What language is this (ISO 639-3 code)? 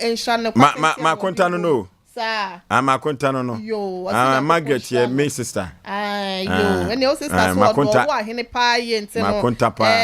aka